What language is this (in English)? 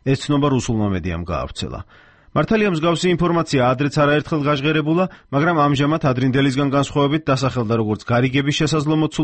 Georgian